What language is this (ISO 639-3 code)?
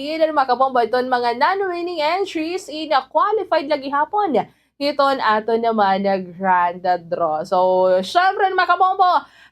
war